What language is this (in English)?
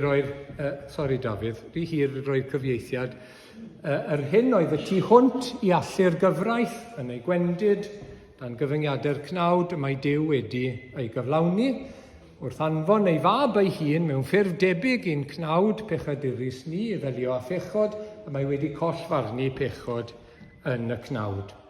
Welsh